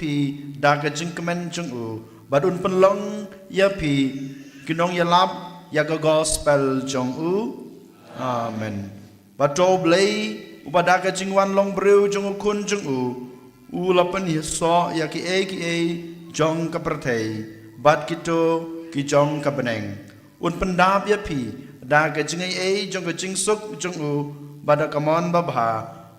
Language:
Khasi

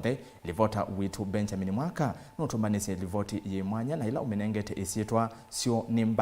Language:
Kamba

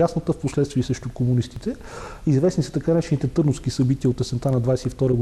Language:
Bulgarian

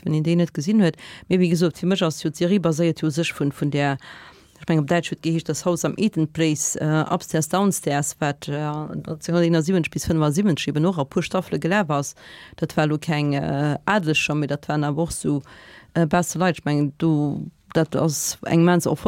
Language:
Luxembourgish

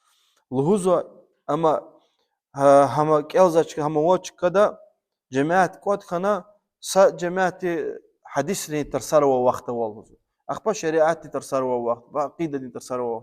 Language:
Lezghian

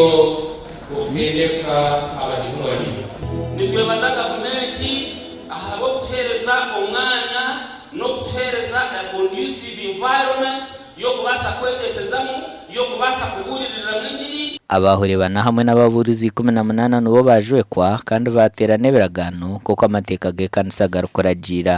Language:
Nyankole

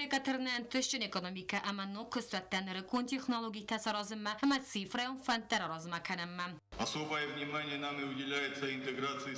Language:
Ossetic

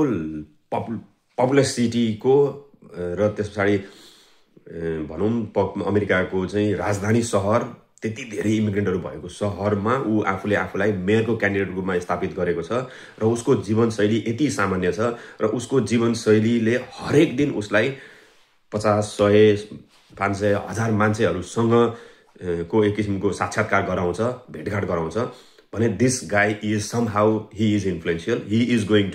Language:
Nepali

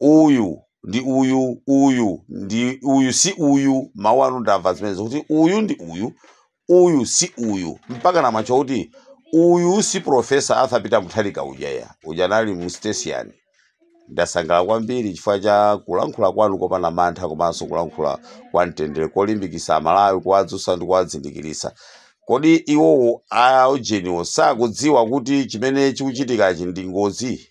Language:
Nyanja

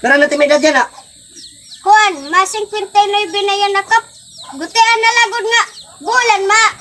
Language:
Waray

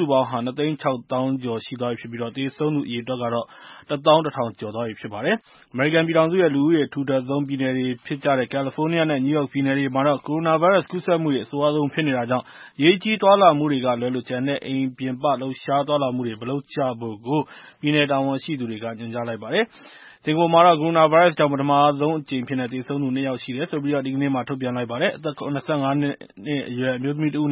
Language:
Burmese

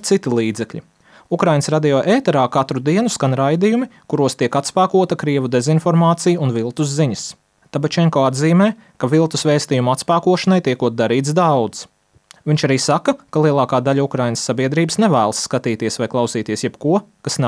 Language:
Latvian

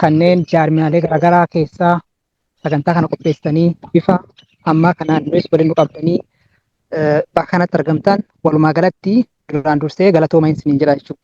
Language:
Oromo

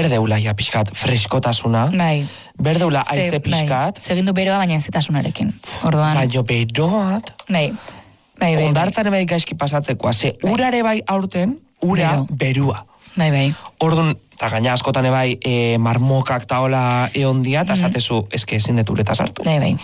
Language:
Basque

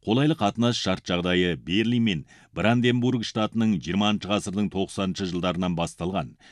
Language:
Kazakh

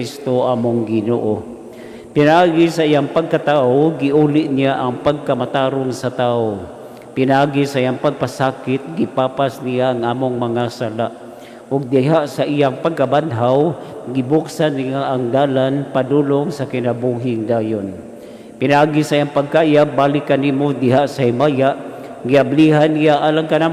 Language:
Cebuano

